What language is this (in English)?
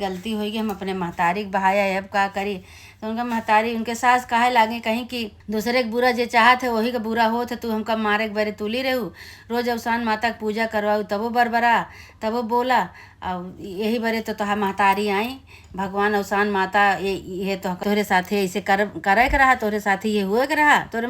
Awadhi